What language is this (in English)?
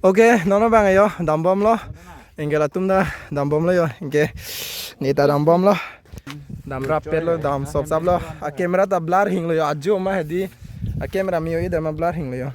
Karbi